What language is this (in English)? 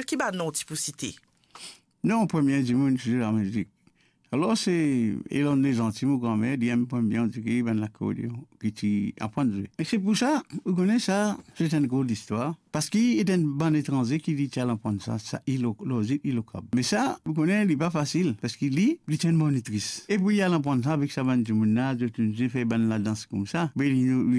Morisyen